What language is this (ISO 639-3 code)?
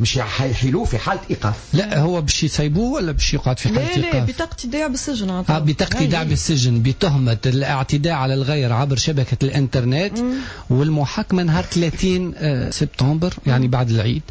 aeb